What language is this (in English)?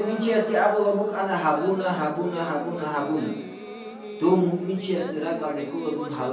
Avaric